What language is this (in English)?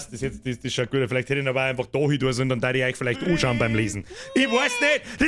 Bavarian